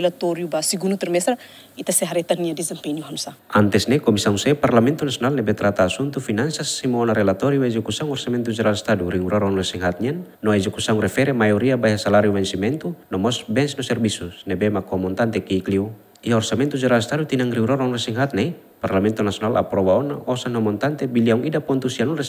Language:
Tetum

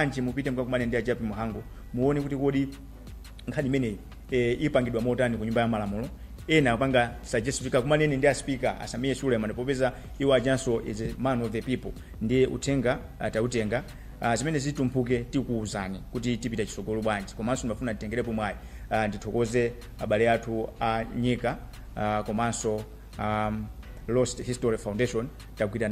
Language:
Nyanja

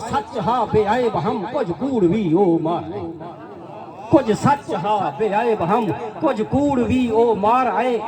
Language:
Saraiki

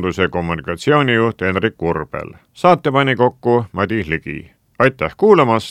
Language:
Estonian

